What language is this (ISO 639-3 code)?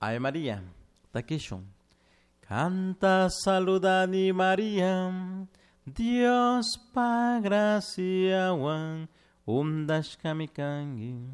qug